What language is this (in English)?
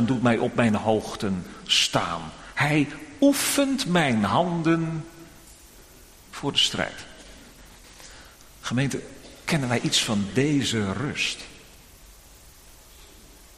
Dutch